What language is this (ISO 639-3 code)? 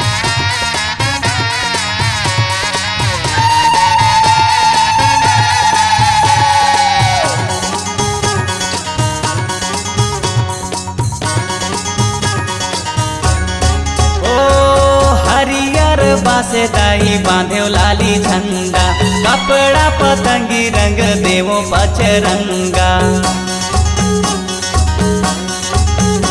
hne